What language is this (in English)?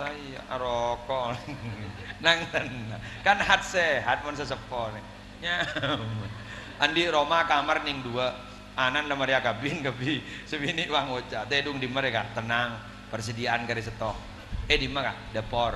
Madurese